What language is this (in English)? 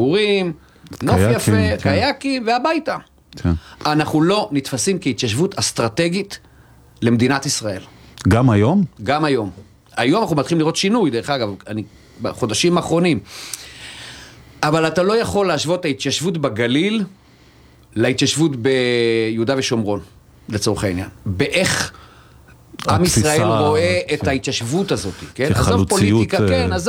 Hebrew